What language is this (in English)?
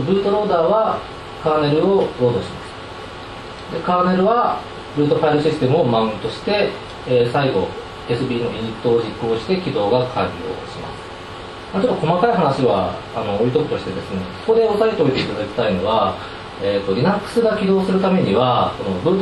Japanese